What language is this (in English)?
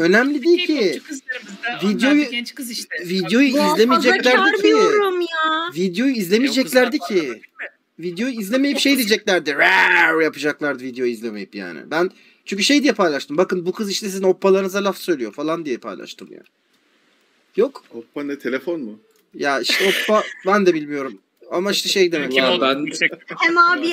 Turkish